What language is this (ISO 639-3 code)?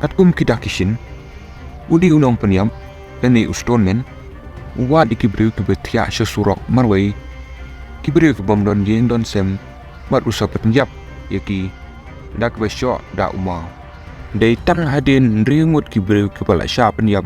kha